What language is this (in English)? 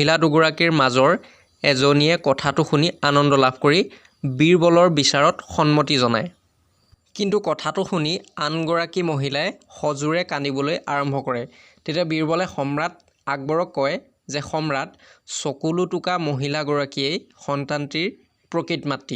Assamese